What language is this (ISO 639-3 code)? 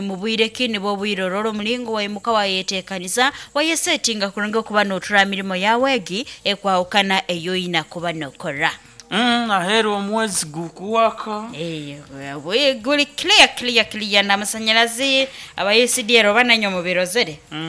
nyo